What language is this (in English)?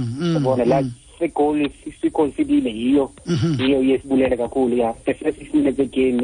Xhosa